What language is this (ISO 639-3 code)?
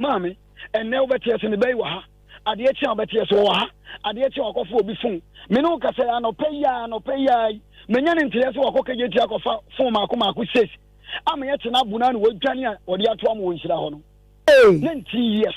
aka